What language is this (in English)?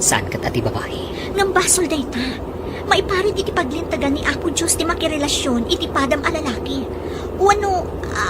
Iloko